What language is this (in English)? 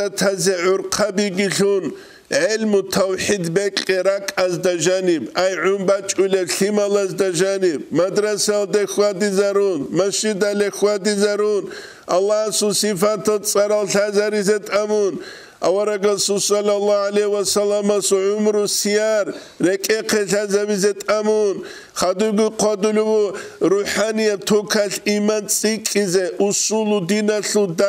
Avaric